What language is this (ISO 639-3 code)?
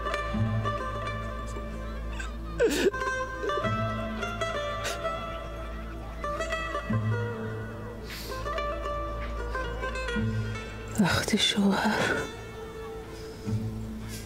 fas